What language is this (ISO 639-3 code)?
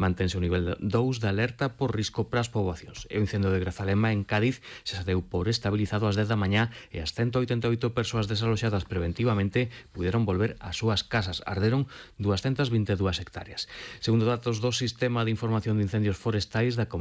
glg